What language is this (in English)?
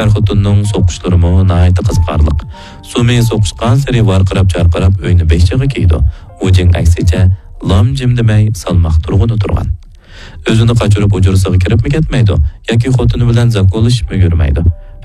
Uyghur